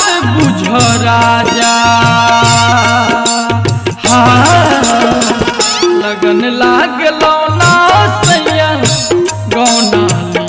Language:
Bhojpuri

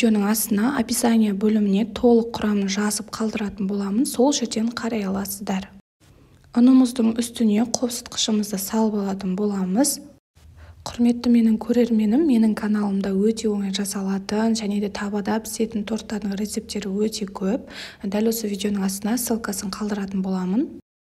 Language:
Kazakh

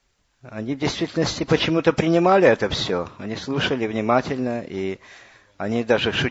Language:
Russian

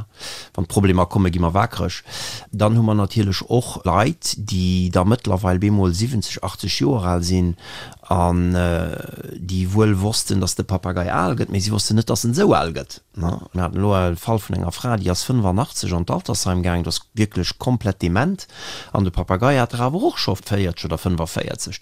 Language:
Luxembourgish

